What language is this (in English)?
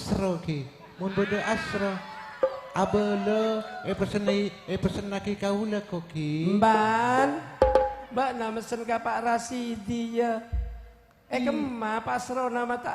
Madurese